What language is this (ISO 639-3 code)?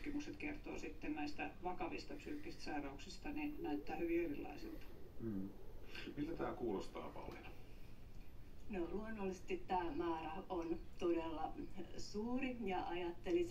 fin